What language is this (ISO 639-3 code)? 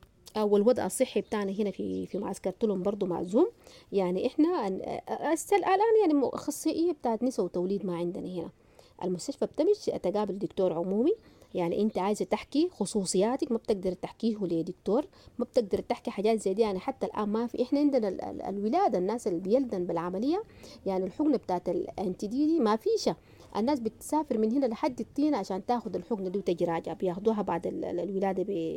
apd